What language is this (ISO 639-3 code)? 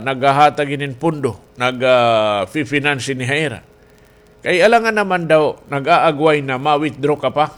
war